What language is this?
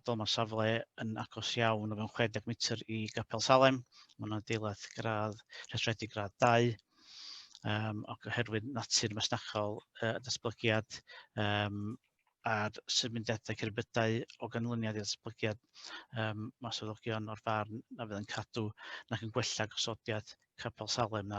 Welsh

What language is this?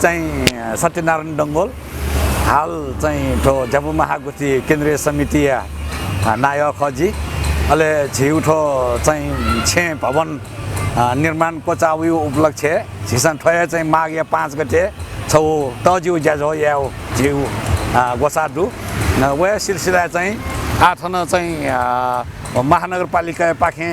Newari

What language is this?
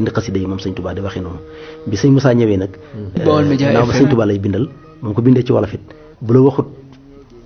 Wolof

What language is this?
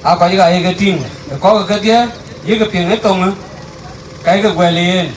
Dinka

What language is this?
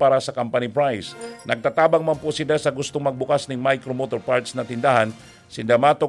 Bikol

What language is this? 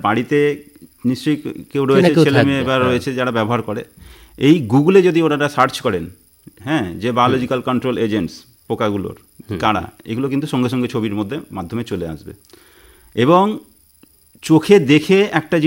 Bangla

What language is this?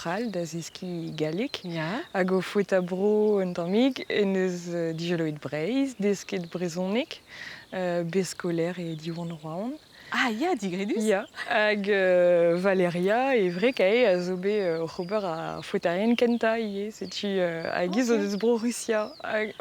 Breton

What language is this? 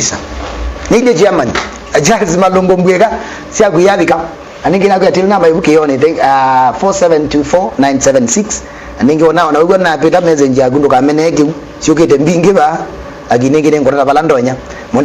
Kamba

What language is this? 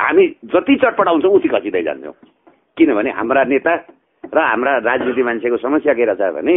Nepali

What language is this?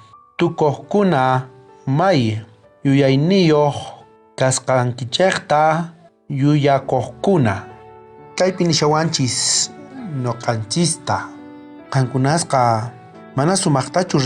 South Bolivian Quechua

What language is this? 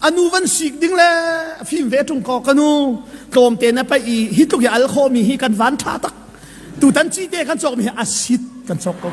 Hakha Chin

